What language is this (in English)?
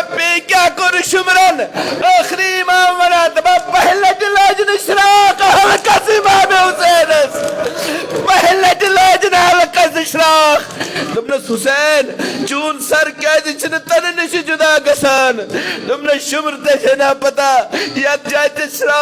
Kashmiri